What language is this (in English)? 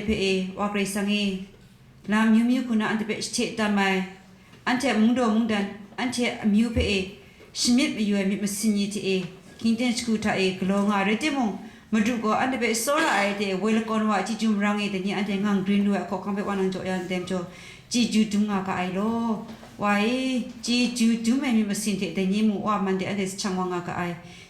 Kachin